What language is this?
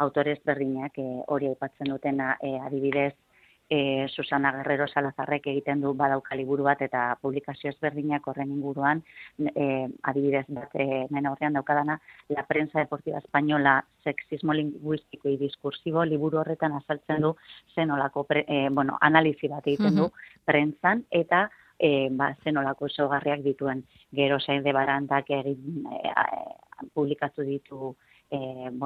Basque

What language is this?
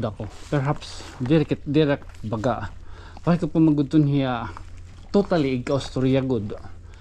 Waray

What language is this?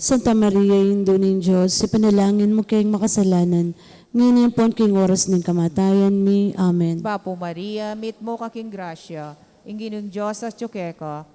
Pampanga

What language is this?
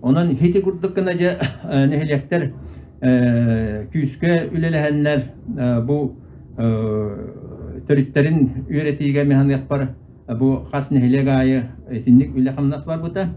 Yakut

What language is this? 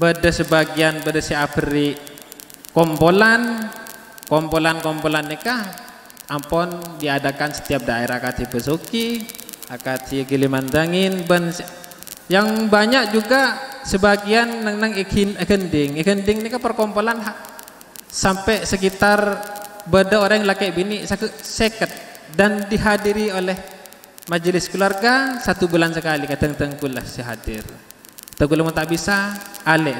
Madurese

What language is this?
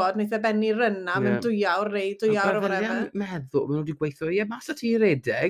Welsh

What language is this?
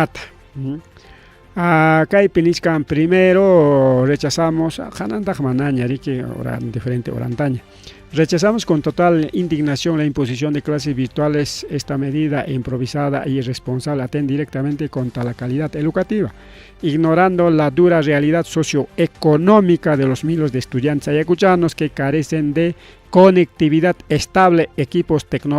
Ayacucho Quechua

